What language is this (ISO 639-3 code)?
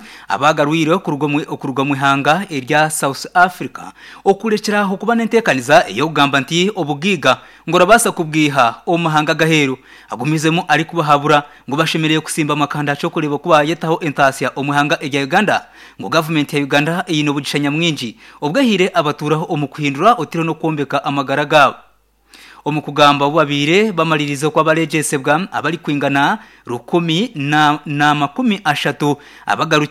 nyn